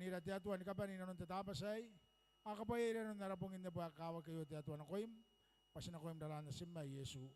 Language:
Gilbertese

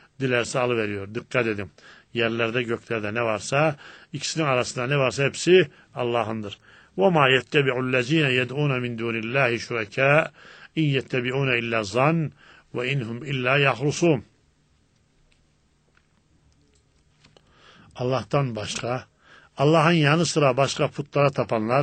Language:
Turkish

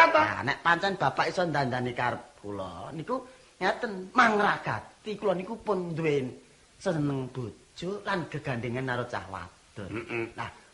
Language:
Javanese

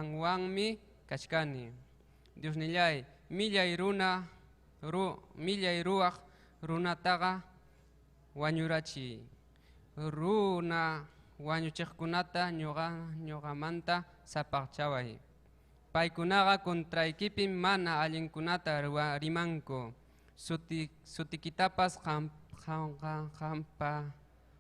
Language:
Ayacucho Quechua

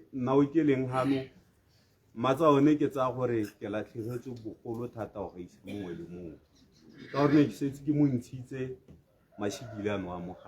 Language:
Tswana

